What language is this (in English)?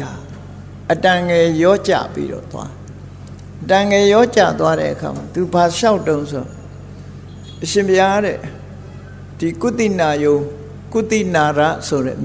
Burmese